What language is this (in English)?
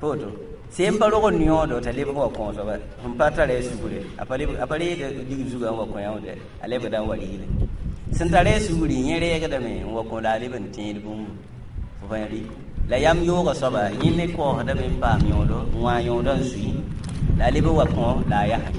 Mossi